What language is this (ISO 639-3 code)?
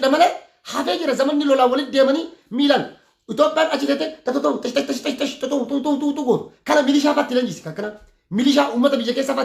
orm